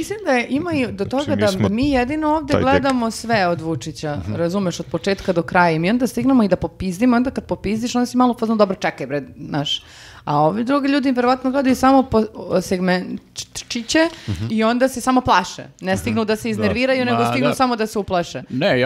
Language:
Serbian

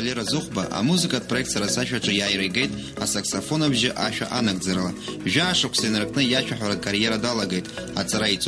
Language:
Abkhazian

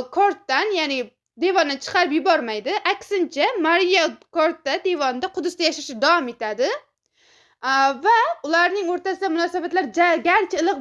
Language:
Uzbek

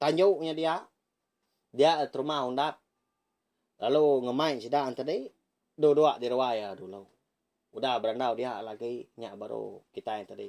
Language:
Iban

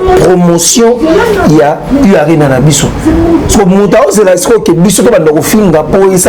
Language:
Lingala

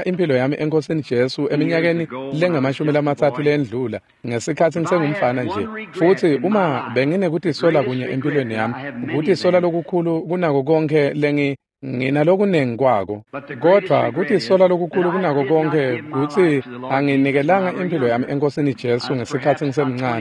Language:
Swati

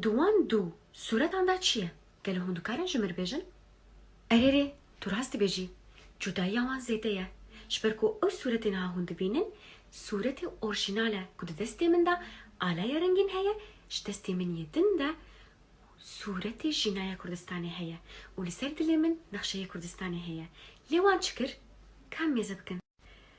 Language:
Kurdish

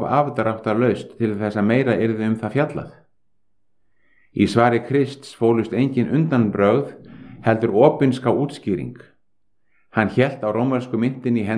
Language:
Icelandic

